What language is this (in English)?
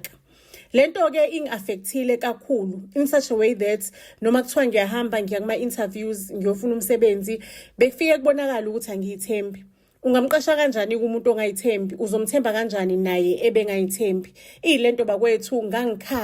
Zulu